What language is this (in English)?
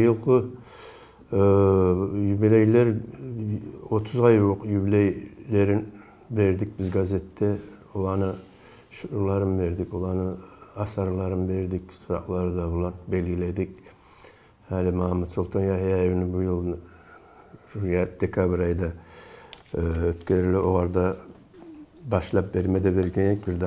Kumyk